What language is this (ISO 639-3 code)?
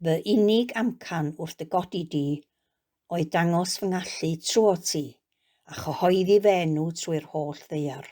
cym